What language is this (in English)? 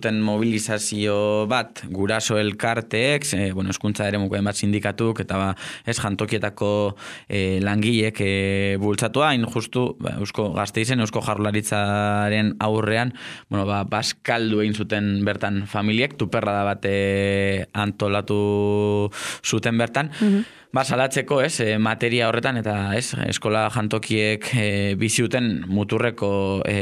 Basque